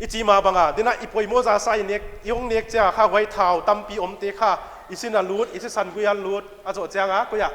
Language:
Paite Chin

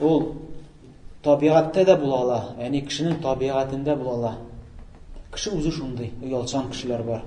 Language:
Tatar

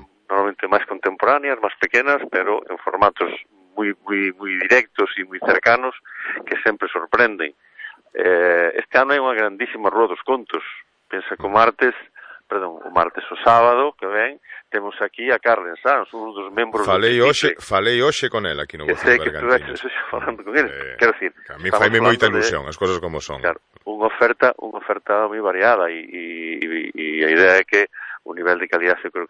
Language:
Galician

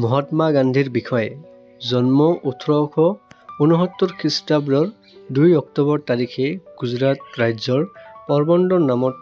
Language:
Assamese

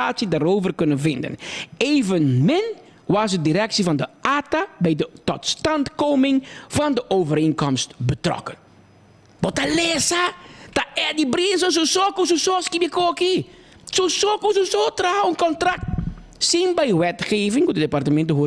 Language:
Papiamento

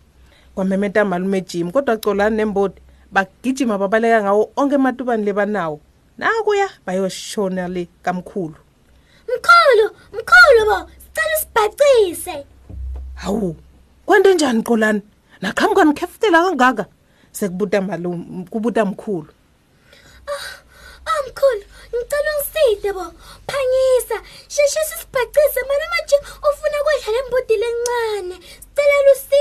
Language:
Swati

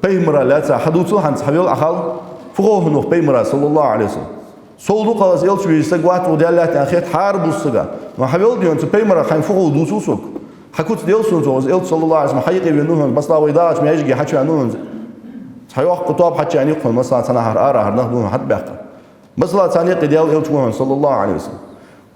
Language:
Ingush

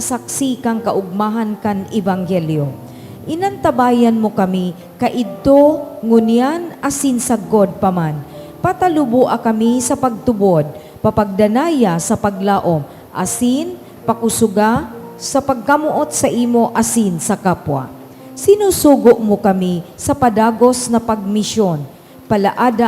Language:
Bikol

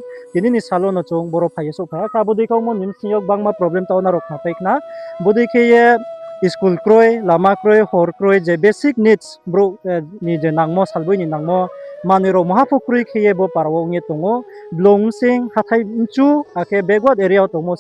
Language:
Riang (India)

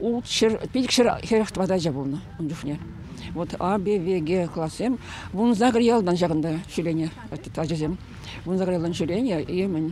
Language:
Chuvash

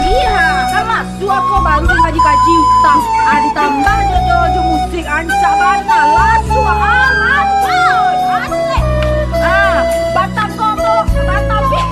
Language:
Minangkabau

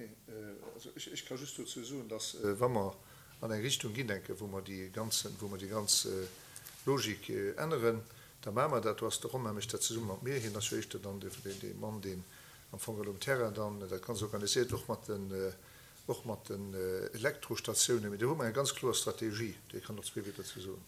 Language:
Luxembourgish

